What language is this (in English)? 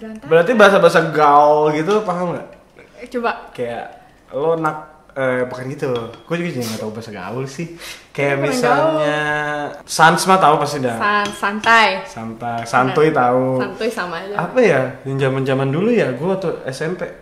Indonesian